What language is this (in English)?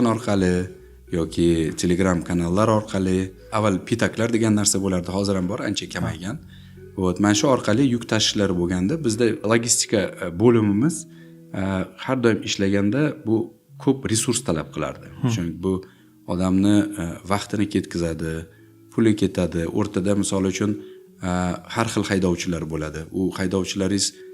Uzbek